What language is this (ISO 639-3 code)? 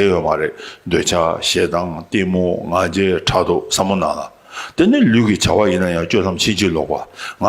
bod